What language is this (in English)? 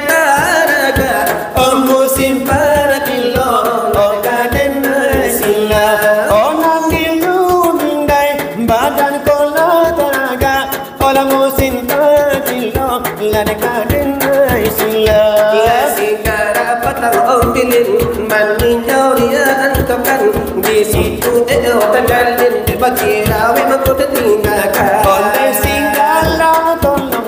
Minangkabau